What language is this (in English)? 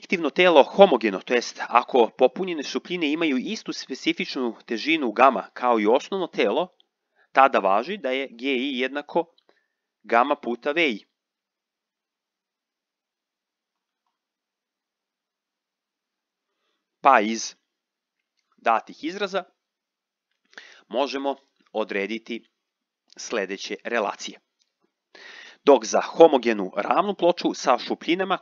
Serbian